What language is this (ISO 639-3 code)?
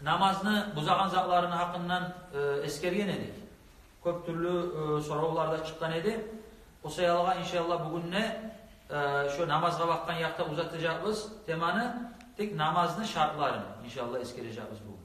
kum